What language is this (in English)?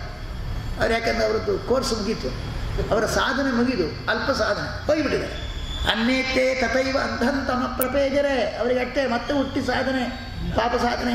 Kannada